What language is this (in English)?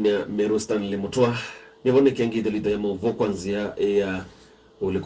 Kamba